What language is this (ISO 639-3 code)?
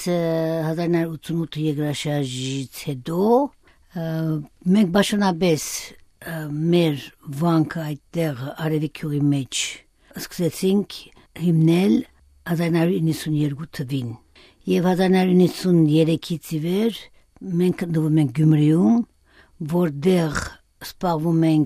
hye